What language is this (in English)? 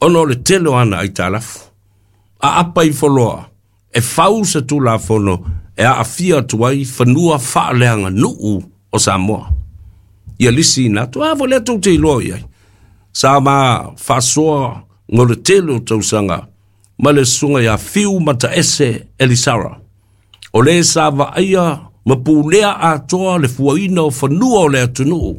Samoan